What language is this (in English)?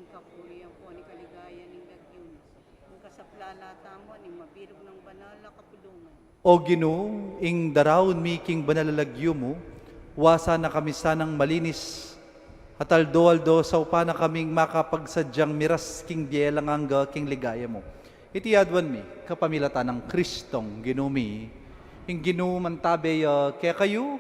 Pampanga